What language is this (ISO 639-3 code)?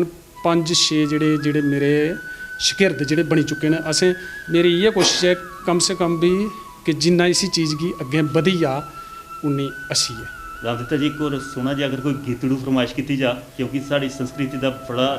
doi